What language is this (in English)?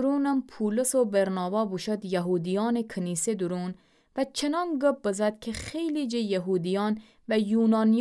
Gilaki